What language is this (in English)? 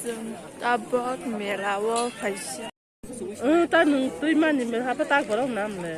Kok Borok